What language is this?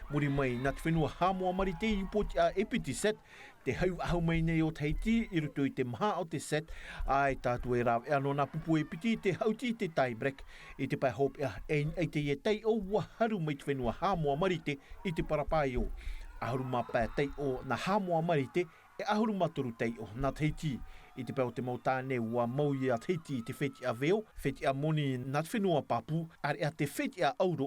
Tahitian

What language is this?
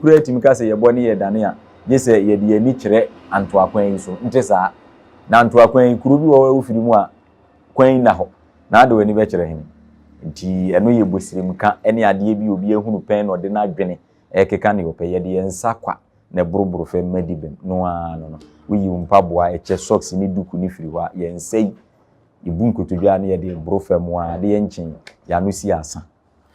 Akan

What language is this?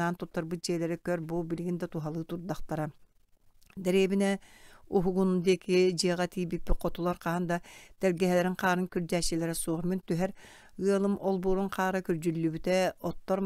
Yakut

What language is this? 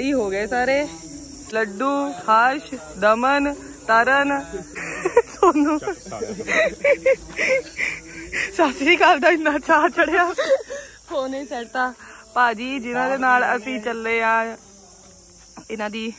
Punjabi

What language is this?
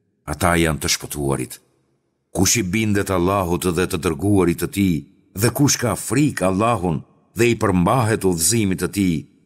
Albanian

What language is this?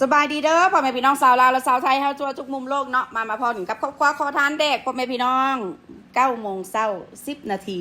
Northeastern Thai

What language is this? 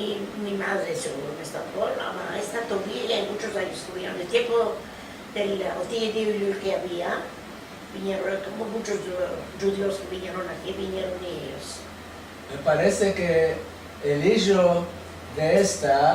Ladino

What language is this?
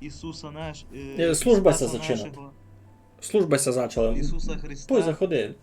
Rusyn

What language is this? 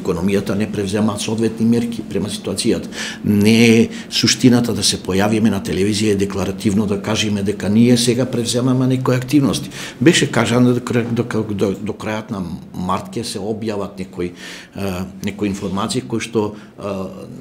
Macedonian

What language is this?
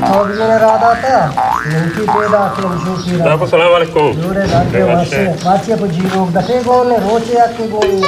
Baluchi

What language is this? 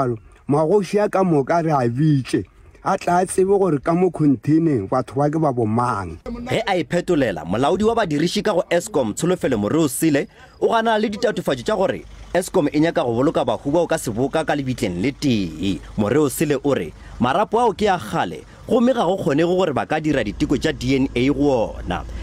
Northern Sotho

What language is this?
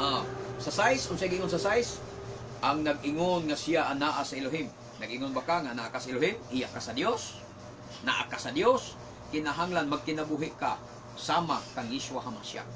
Cebuano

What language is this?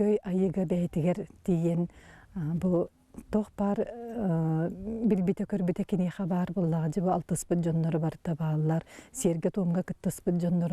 Yakut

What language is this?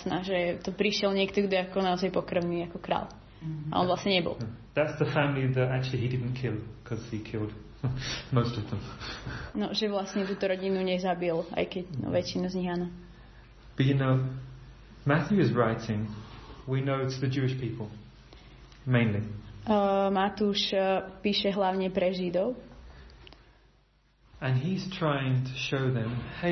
Slovak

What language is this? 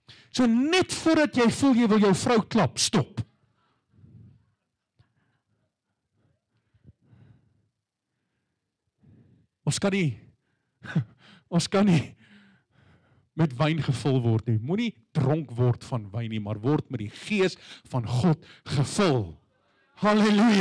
Afrikaans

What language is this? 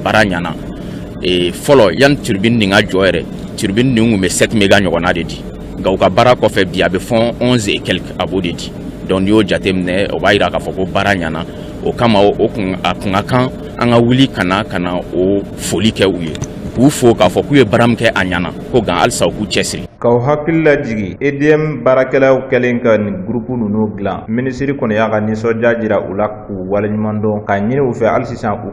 Bambara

